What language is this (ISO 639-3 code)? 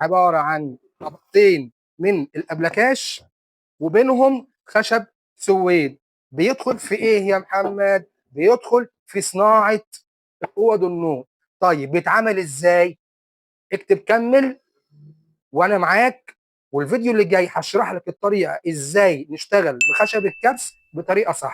arz